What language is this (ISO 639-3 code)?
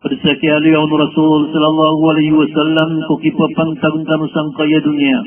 mrw